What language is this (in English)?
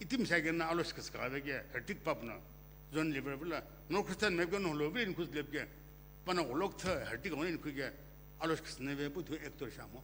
Sumi Naga